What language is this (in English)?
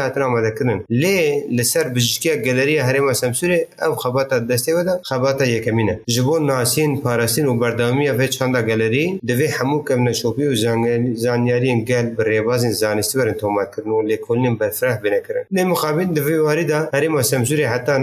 Kurdish